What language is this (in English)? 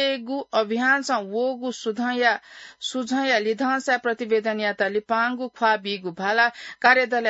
Newari